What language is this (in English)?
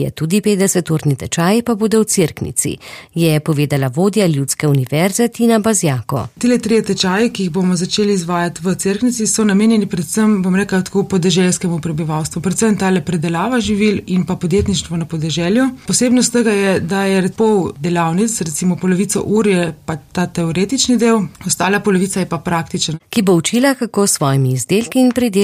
Slovenian